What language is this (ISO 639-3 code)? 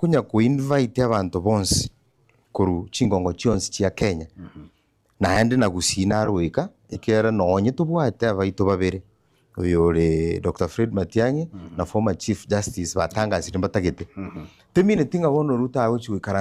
guz